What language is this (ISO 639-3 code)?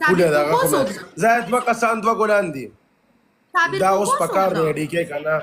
pus